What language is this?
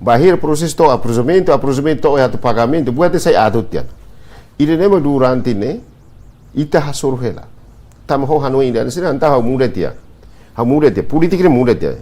Tetum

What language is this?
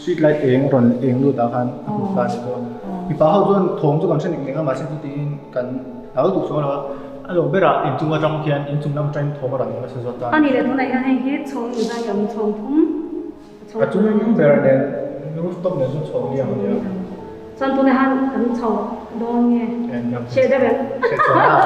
Mizo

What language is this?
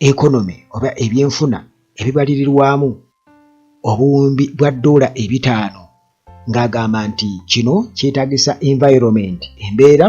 Ganda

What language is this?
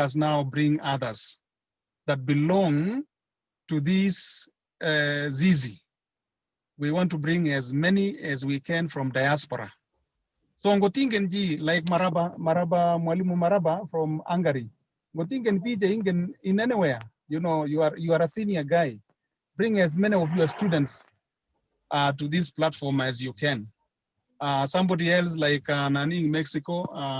Kalenjin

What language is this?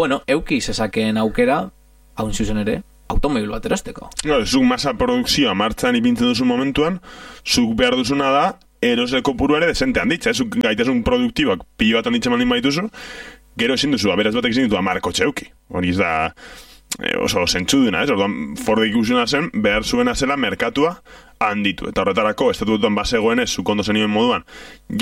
Basque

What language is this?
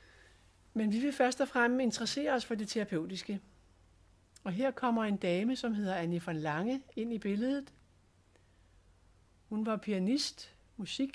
Danish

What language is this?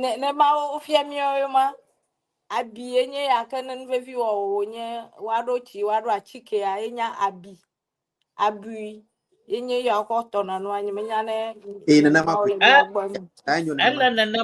Ewe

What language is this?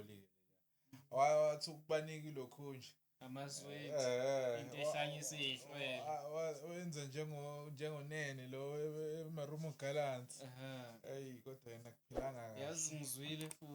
Zulu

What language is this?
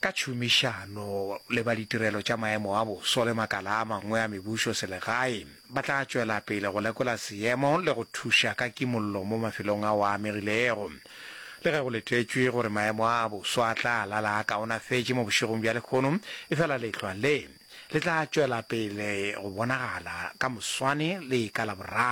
Northern Sotho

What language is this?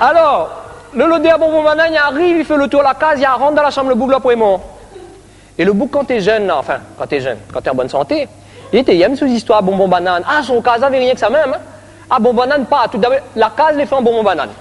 Réunion Creole French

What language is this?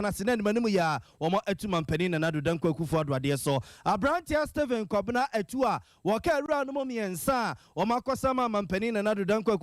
Akan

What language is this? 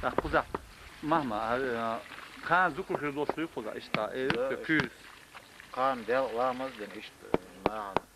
Chechen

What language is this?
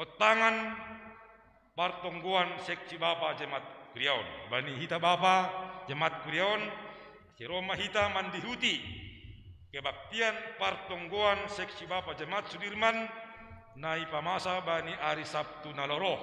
Batak Simalungun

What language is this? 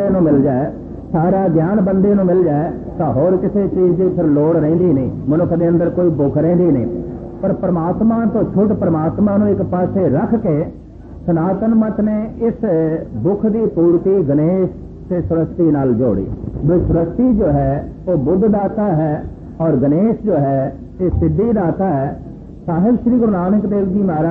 Punjabi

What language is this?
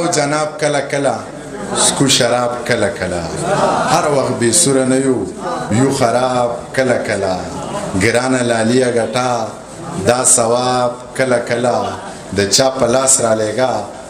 Pashto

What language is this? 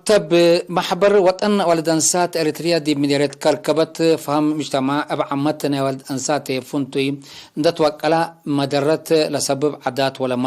Tigre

